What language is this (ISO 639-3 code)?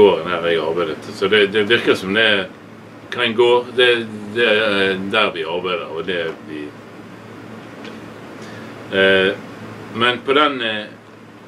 nor